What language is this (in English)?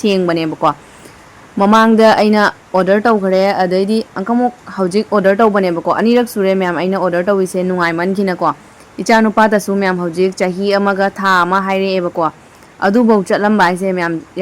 Manipuri